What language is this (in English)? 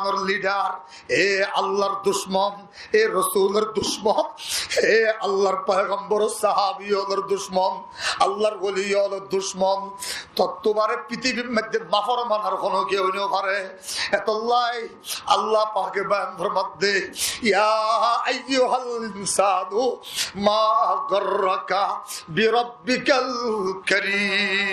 Rohingya